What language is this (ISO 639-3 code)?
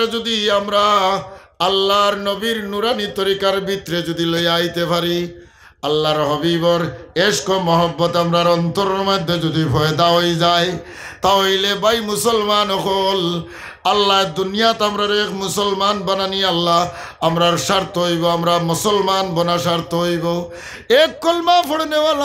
syl